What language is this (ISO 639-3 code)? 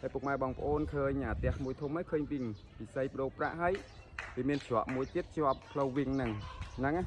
khm